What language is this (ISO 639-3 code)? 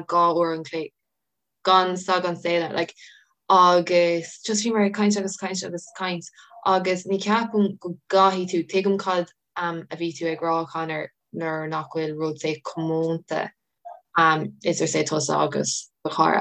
gle